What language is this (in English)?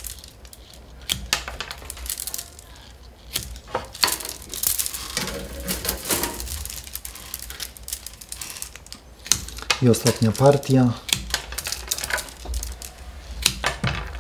Polish